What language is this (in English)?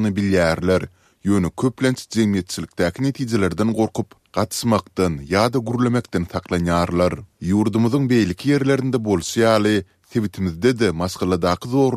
Turkmen